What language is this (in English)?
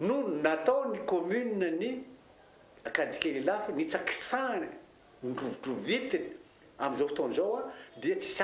Malagasy